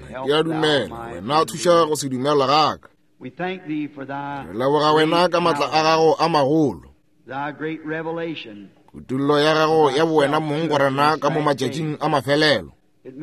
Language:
Northern Sotho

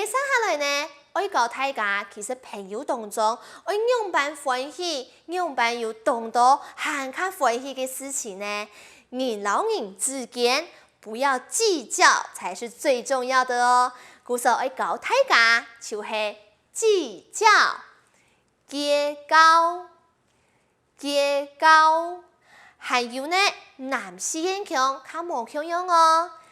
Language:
Hakka Chinese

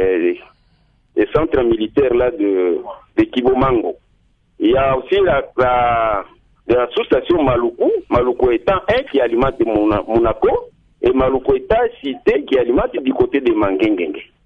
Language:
French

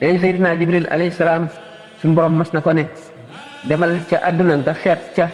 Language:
Wolof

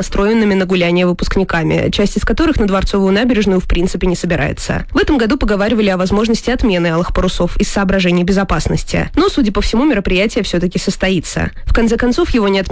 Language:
Russian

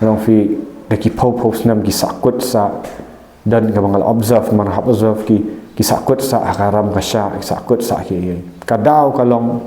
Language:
Khasi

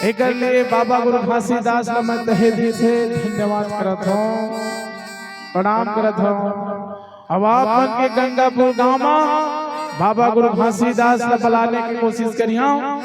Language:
Chhattisgarhi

